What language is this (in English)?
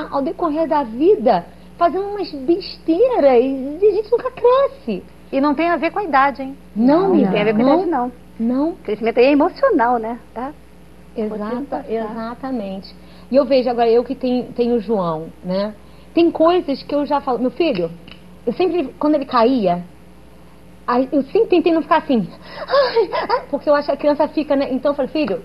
Portuguese